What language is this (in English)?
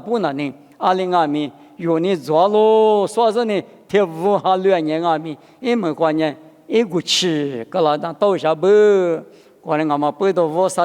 Lisu